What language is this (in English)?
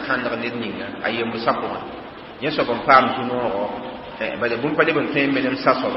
Mossi